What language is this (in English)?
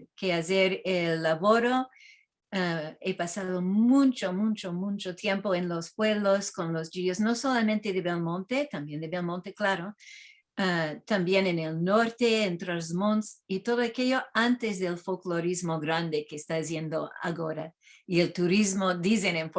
Ladino